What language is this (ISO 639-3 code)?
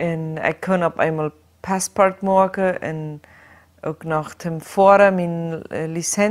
pdt